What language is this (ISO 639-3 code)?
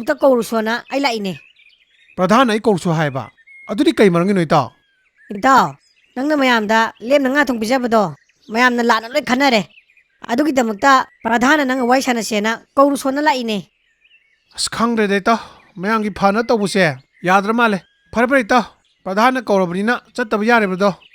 mni